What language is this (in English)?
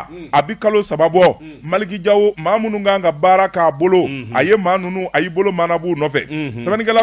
Bambara